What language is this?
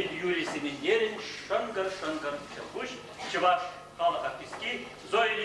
Chuvash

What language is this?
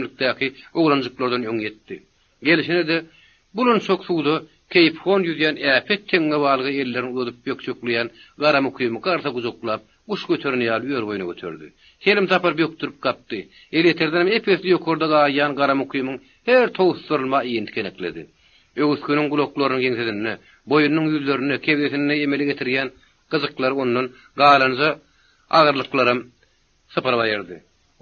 Turkmen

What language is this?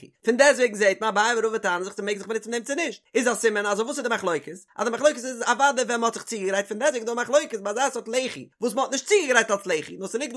Yiddish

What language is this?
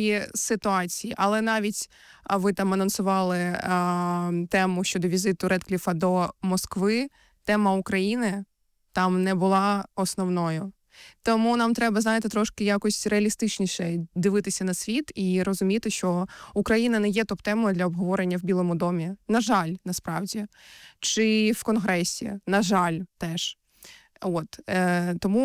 Ukrainian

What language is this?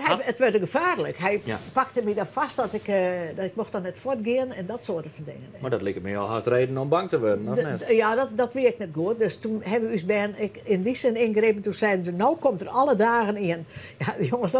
Western Frisian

